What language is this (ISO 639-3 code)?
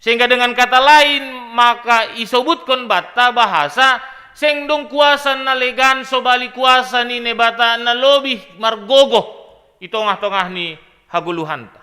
bts